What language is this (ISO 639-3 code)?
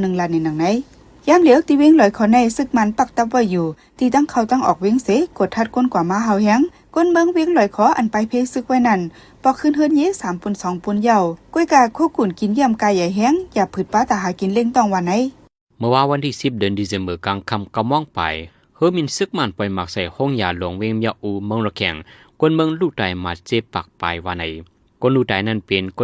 shn